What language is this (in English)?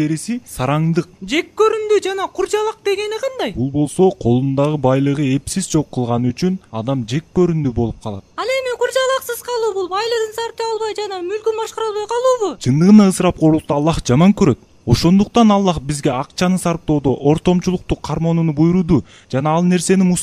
Kyrgyz